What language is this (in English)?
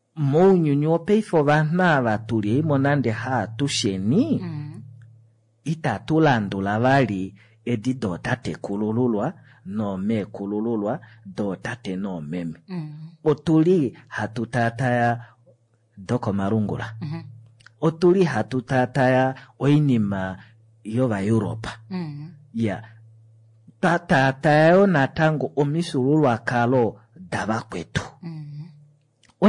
Kuanyama